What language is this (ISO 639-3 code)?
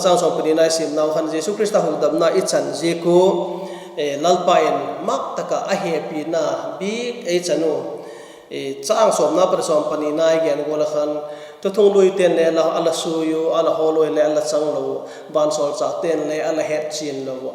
vap